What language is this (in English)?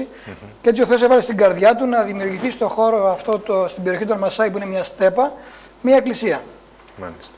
Greek